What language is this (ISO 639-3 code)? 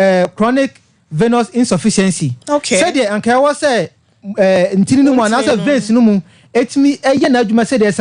aka